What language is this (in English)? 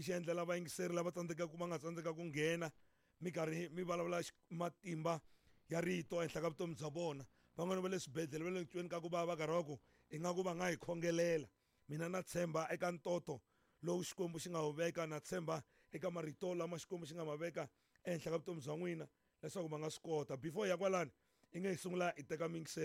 Tsonga